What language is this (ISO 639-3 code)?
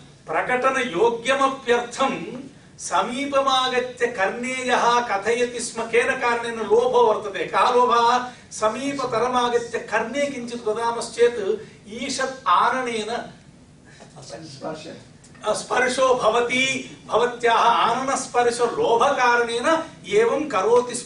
san